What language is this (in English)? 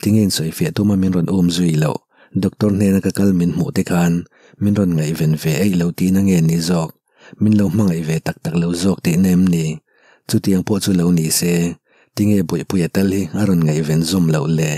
Mizo